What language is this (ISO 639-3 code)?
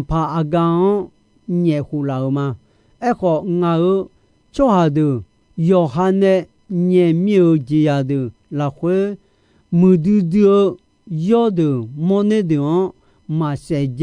ahk